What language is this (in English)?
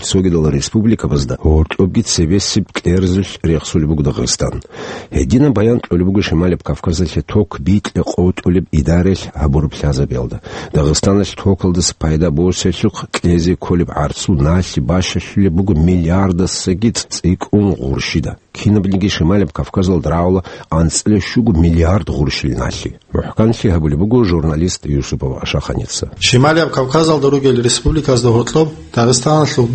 Avaric